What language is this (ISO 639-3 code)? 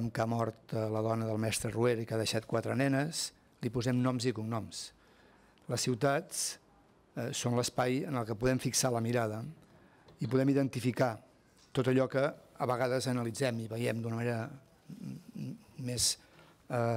cat